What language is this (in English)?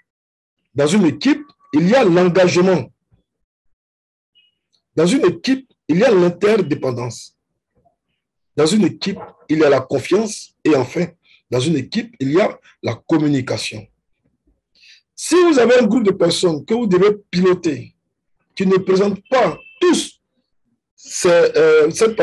French